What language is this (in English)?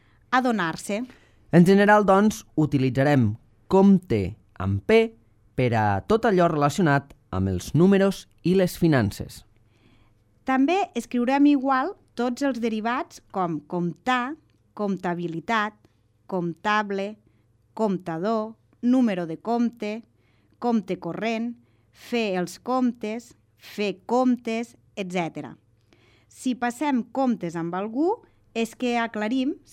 Catalan